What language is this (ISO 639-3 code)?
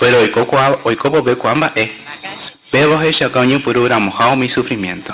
grn